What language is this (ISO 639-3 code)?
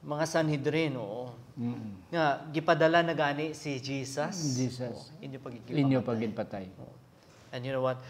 hil